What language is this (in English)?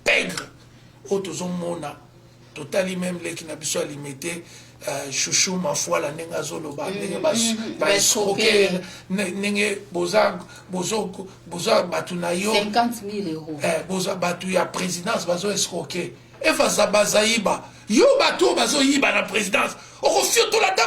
Lingala